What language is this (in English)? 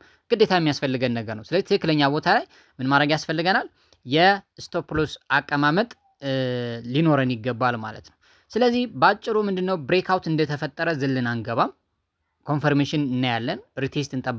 Amharic